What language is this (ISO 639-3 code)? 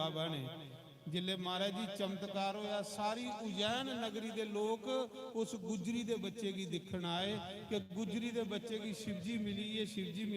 doi